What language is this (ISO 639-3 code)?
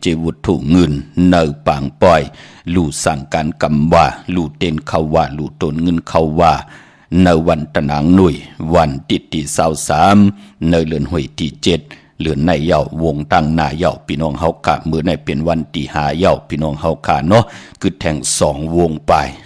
shn